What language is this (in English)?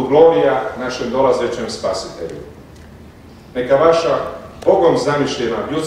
Croatian